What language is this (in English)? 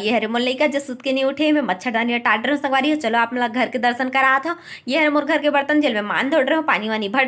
Chhattisgarhi